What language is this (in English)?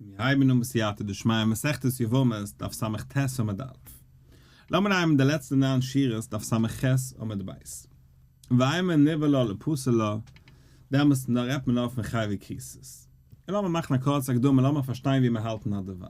Yiddish